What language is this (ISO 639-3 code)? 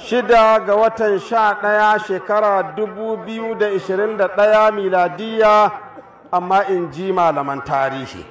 hau